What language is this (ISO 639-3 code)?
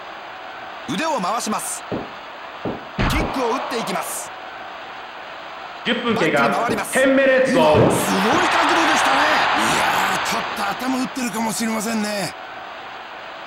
jpn